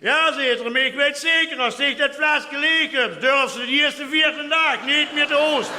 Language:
Limburgish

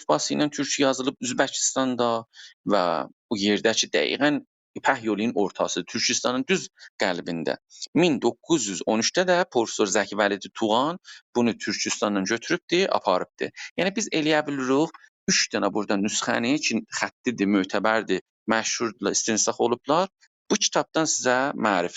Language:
South Azerbaijani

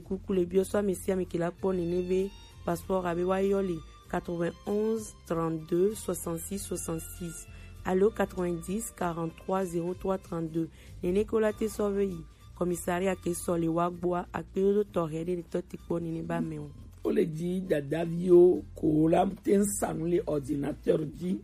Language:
Gen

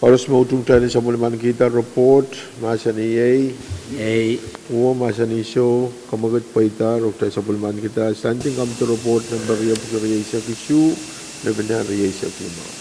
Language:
Pohnpeian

